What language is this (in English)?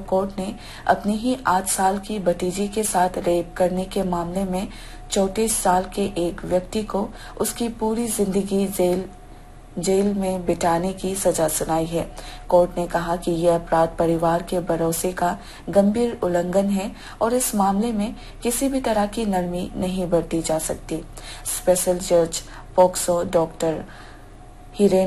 Hindi